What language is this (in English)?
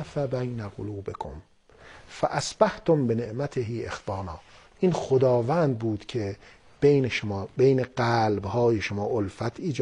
Persian